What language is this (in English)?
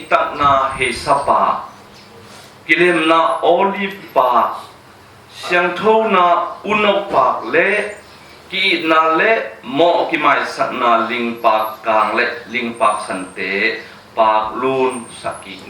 Tedim Chin